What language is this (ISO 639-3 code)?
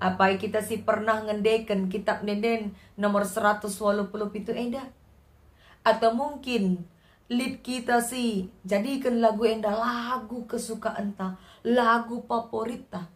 btx